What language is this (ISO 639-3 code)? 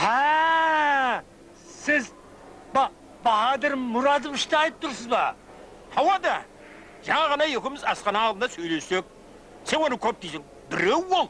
kaa